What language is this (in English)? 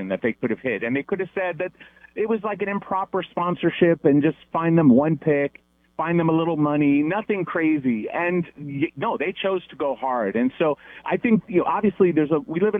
English